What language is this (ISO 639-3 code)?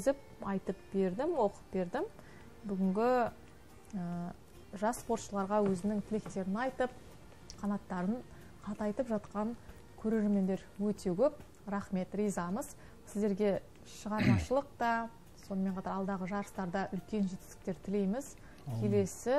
kaz